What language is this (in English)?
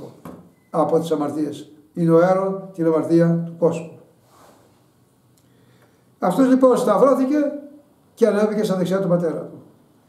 Greek